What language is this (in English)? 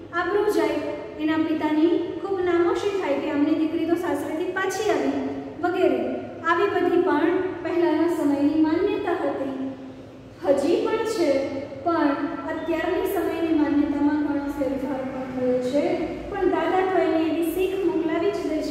Gujarati